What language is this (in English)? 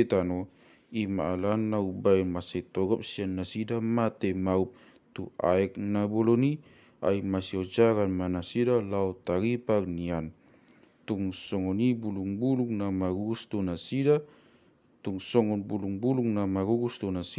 Batak Toba